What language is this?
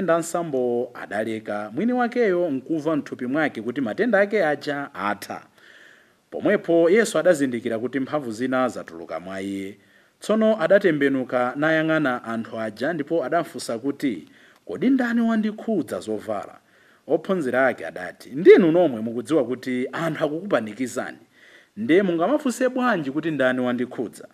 Nyanja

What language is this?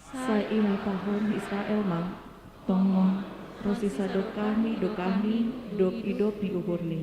Batak Simalungun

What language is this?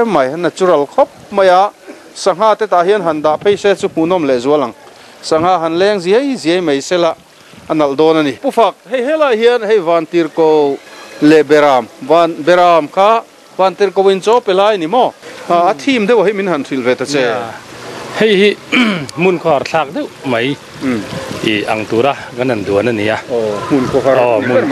Mizo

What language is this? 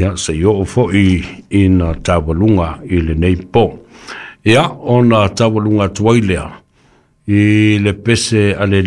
Samoan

